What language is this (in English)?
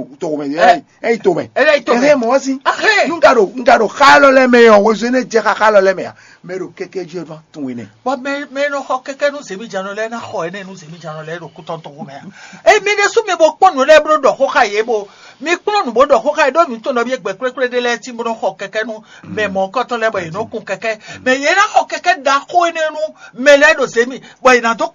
Fon